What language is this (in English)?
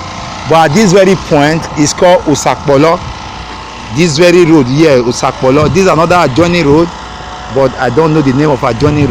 Nigerian Pidgin